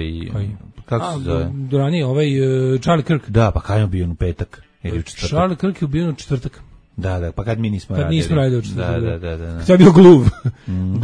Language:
Serbian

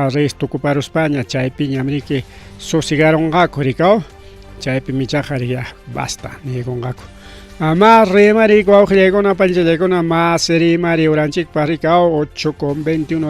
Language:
Ayacucho Quechua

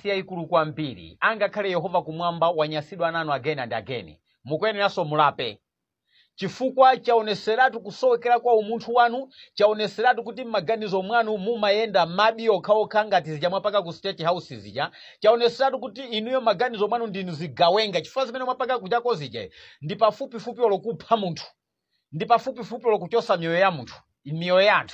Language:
Nyanja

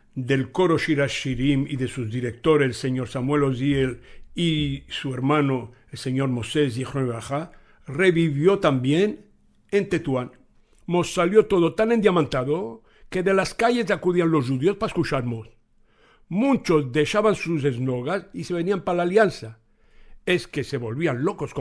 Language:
Ladino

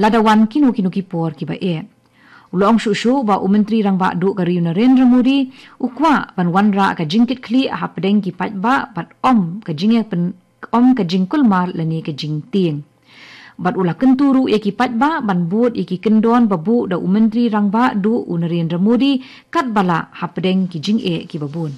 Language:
Khasi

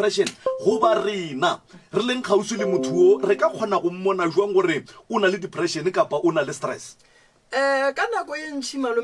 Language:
Northern Sotho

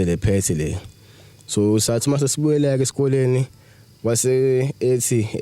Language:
Zulu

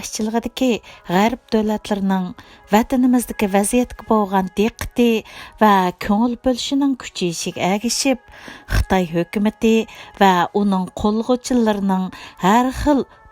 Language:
Uyghur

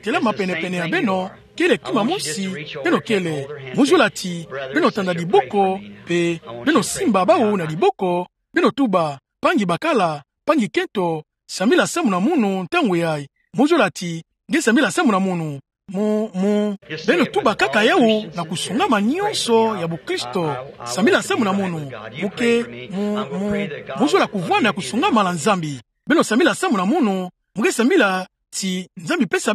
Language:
Kituba (Democratic Republic of Congo)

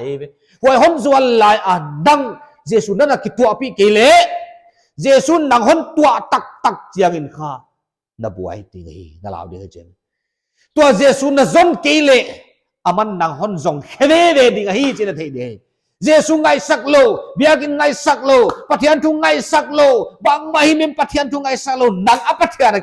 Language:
Paite Chin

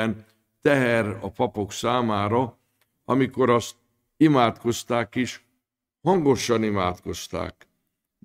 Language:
Hungarian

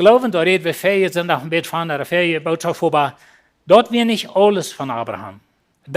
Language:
Plautdietsch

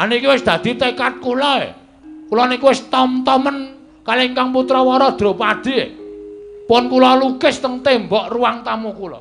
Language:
Javanese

